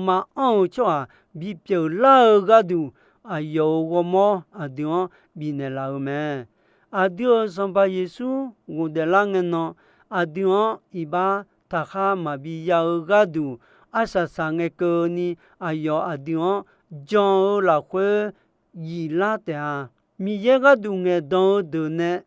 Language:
Akha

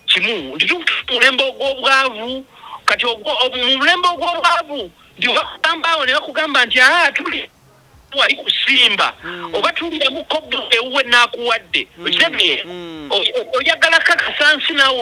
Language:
Ganda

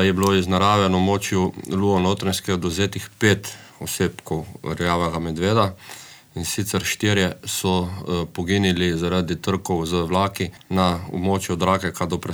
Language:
Slovenian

